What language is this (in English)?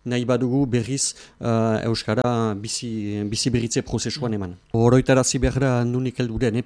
Basque